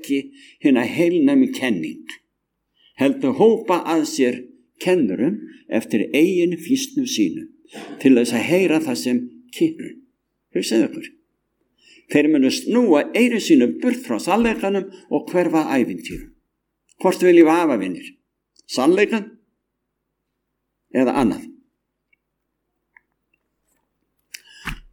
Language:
Icelandic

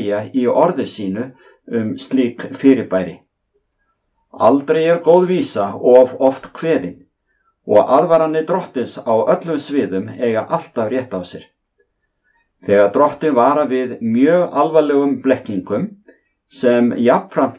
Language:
Icelandic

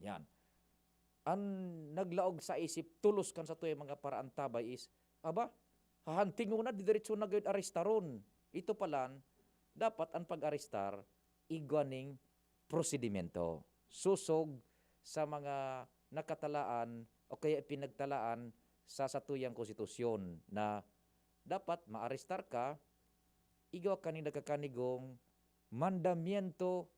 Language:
Bikol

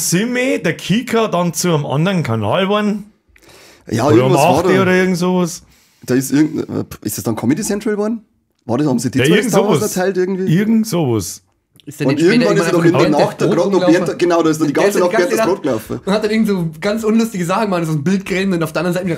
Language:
Bavarian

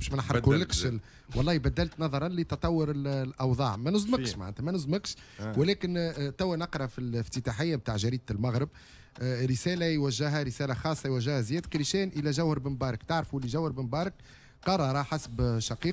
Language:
Tunisian Arabic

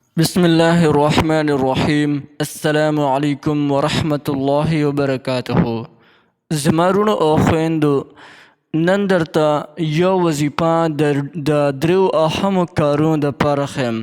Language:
Pashto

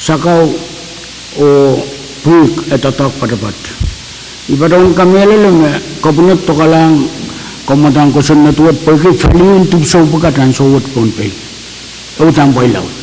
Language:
Pohnpeian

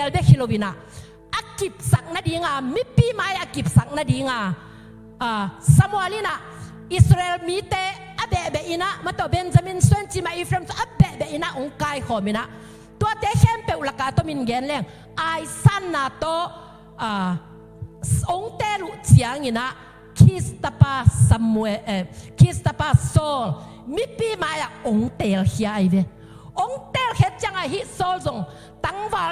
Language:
Tedim Chin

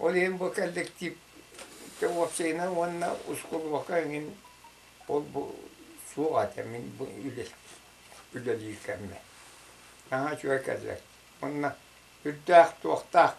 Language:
Yakut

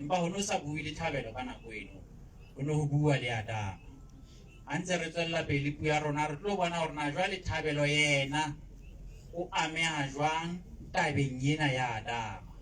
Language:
Southern Sotho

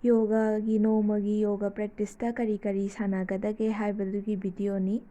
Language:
Manipuri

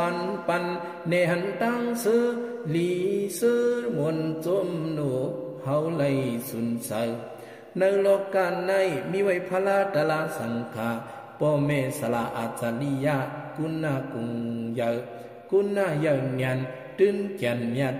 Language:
Shan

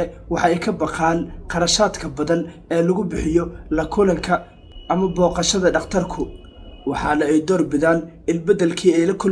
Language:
Somali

